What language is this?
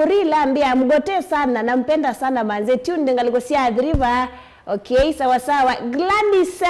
Kamba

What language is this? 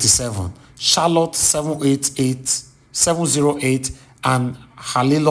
Nigerian Pidgin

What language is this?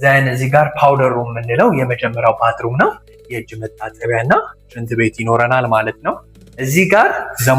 Amharic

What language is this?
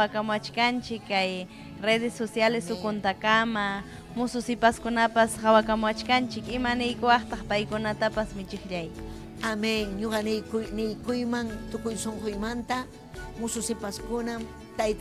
Ayacucho Quechua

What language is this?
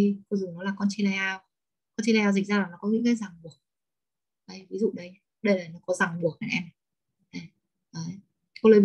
Vietnamese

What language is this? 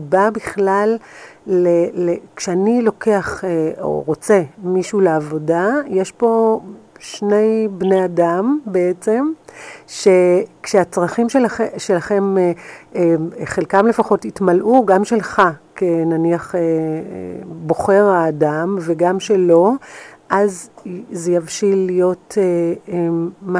Hebrew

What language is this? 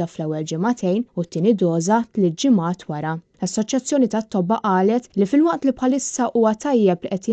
Maltese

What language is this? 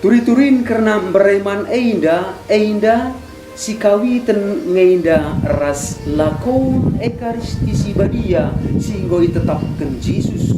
Batak Karo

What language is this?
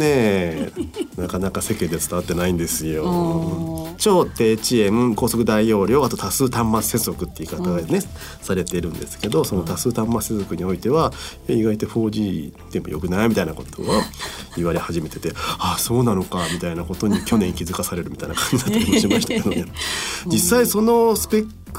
Japanese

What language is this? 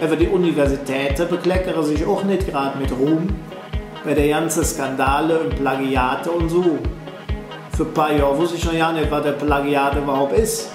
Colognian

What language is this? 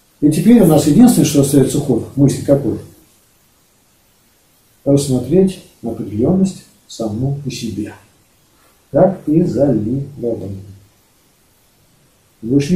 Russian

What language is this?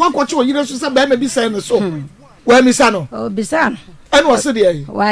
Akan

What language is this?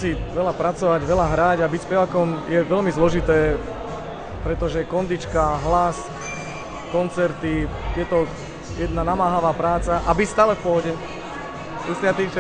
Slovak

